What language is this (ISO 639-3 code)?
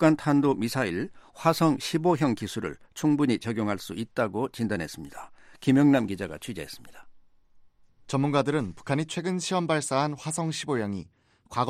kor